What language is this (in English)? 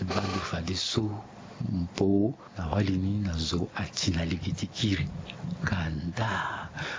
Sango